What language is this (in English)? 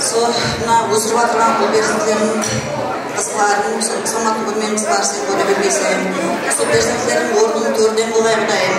Kara-Kalpak